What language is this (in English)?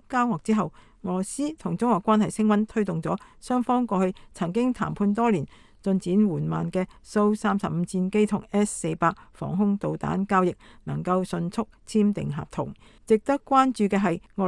Cantonese